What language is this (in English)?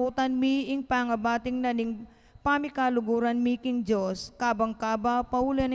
Pampanga